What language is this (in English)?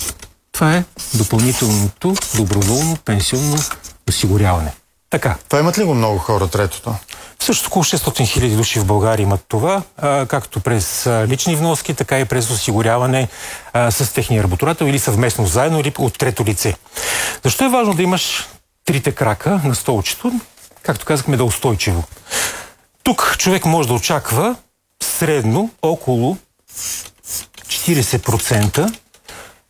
Bulgarian